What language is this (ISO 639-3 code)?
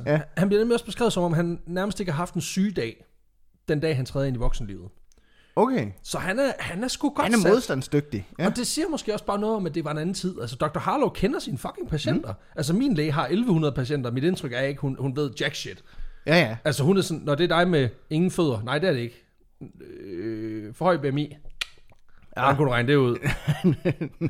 dan